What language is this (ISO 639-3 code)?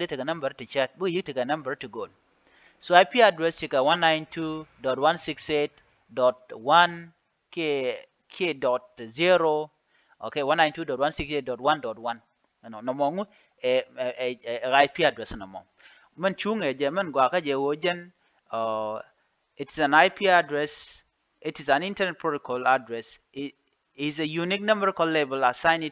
nus